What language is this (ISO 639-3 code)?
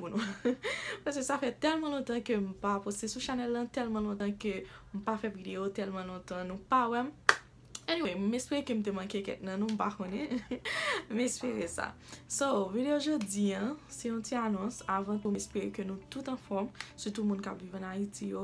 hat